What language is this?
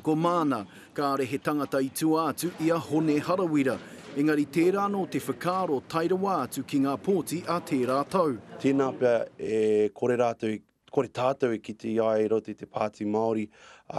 Māori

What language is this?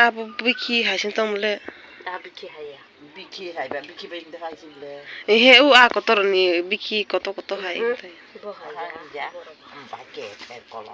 Kok Borok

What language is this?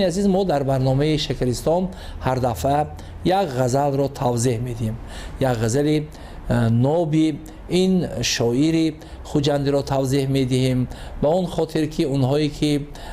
Tajik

